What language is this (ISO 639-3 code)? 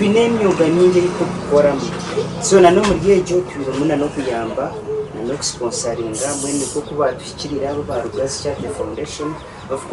nyn